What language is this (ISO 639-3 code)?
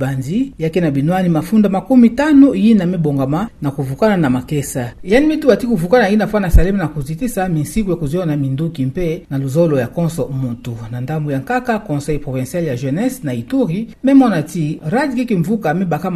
ktu